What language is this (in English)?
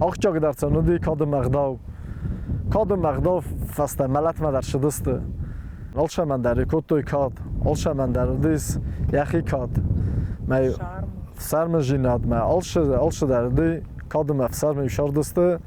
Ossetic